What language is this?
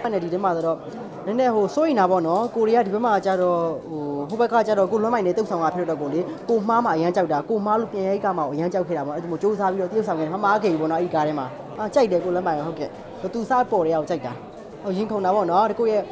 Burmese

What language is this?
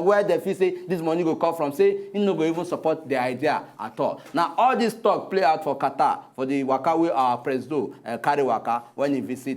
Nigerian Pidgin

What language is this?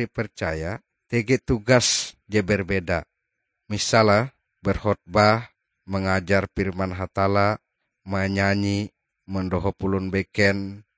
Ngaju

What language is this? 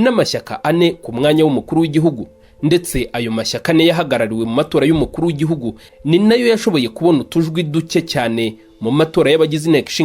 Kinyarwanda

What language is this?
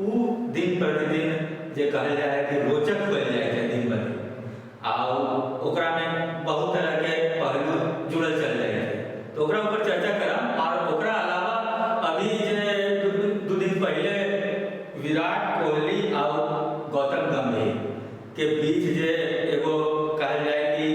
Magahi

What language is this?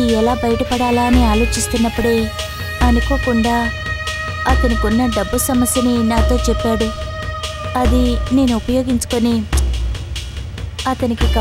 Telugu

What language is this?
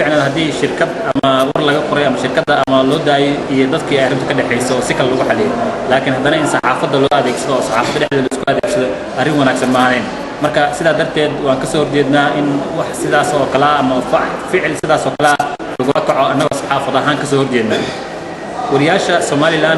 Somali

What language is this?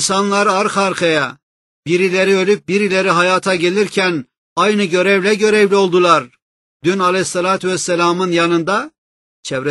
Turkish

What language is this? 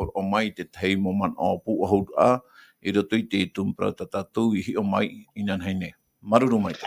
Tahitian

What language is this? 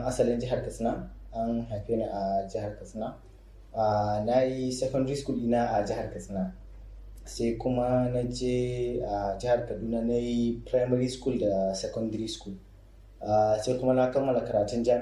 Hausa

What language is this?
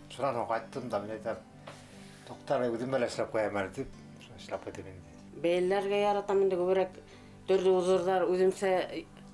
Bashkir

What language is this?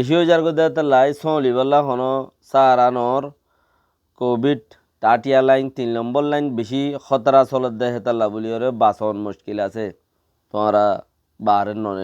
Rohingya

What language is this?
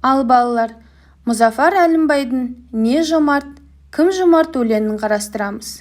Kazakh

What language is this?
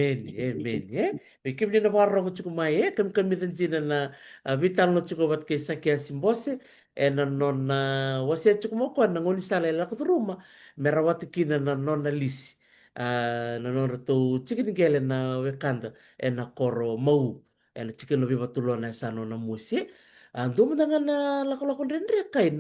Fijian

